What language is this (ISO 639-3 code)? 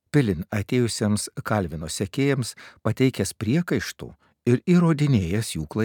lit